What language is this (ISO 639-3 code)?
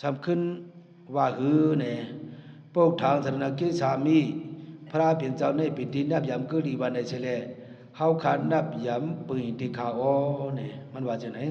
shn